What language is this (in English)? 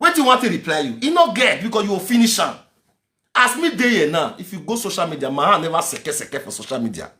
Nigerian Pidgin